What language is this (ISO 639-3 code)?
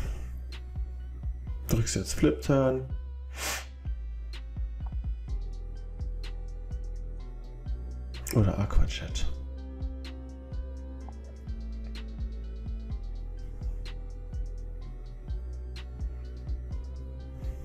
deu